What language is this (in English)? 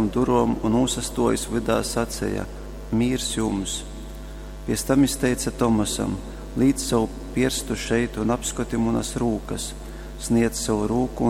Latgalian